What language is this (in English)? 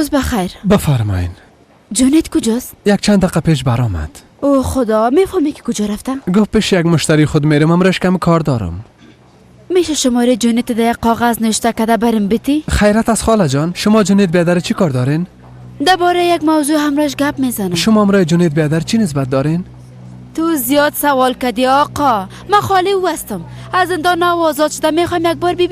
Persian